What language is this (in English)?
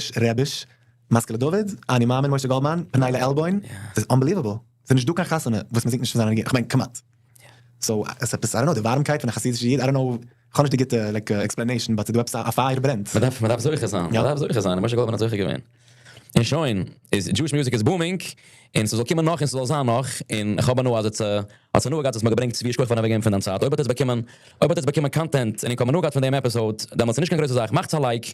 Yiddish